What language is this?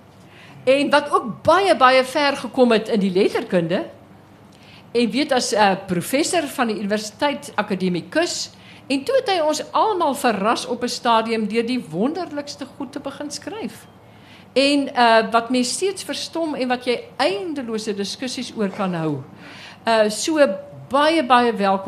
Afrikaans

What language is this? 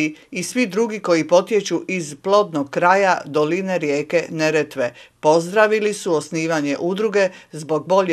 Croatian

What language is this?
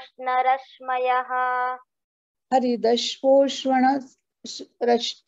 Sanskrit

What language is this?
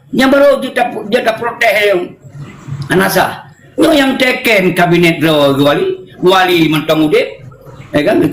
Achinese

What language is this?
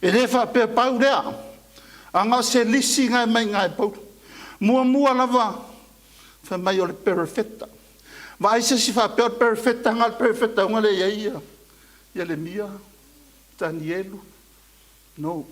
Samoan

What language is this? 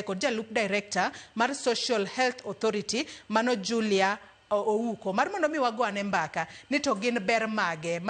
Luo (Kenya and Tanzania)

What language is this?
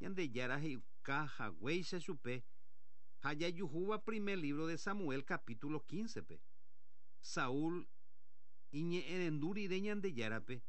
Guarani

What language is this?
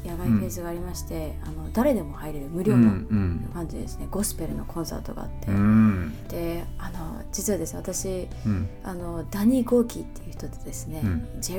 Japanese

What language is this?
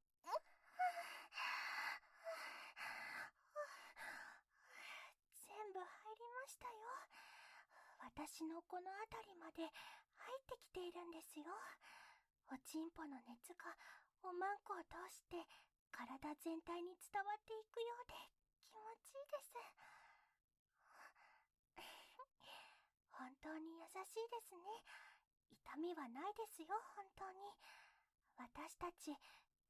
Japanese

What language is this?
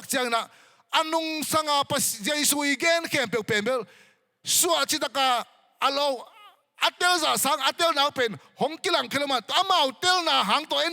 Tedim Chin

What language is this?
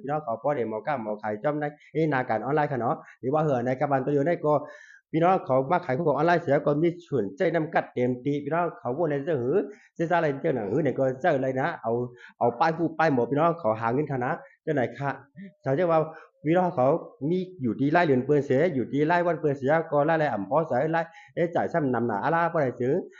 Shan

